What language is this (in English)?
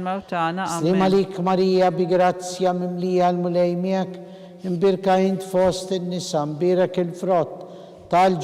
Maltese